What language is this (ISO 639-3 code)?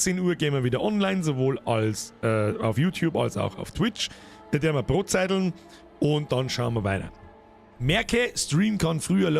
bar